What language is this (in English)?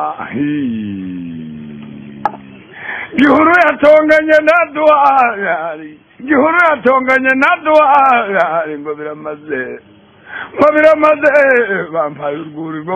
Kinyarwanda